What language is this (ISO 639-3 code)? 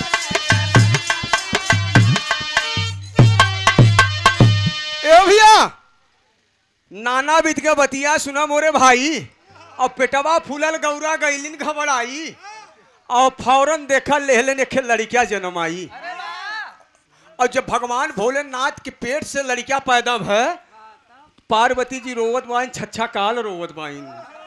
bho